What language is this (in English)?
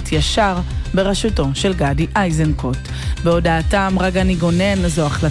Hebrew